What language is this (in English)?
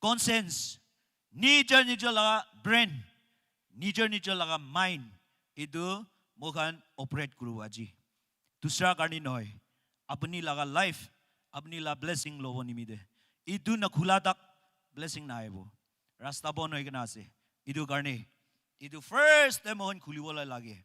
Naga Pidgin